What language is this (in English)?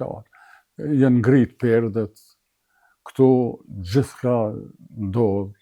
Albanian